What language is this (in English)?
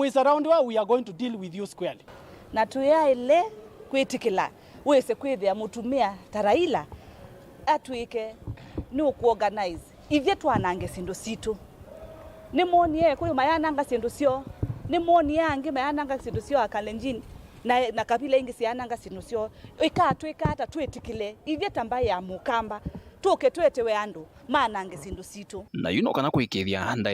Kamba